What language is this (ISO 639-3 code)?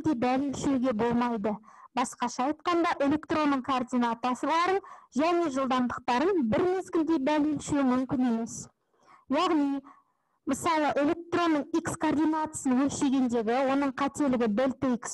kaz